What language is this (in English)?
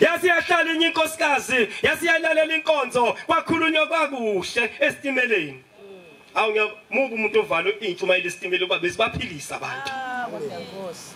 Zulu